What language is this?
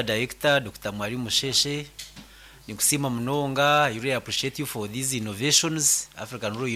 Nyankole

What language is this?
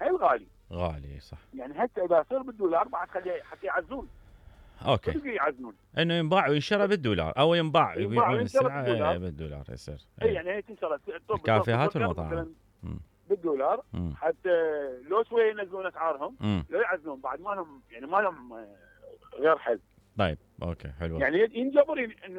Mesopotamian Arabic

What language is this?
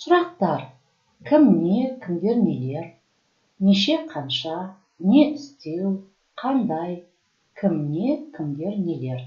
Kazakh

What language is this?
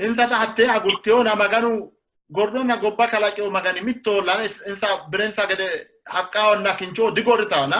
Sidamo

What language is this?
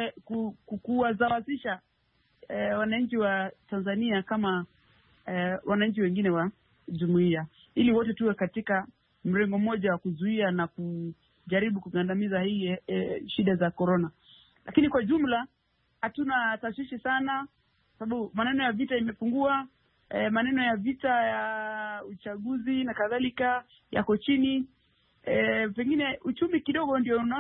Swahili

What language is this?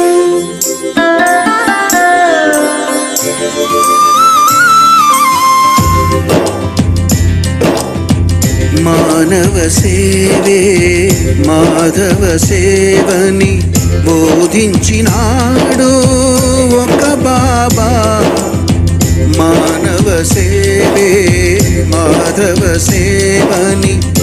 Telugu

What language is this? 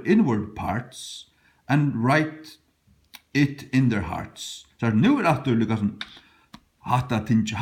Faroese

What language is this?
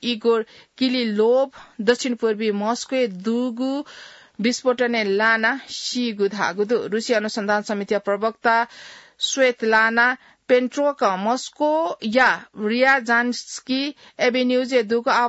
Newari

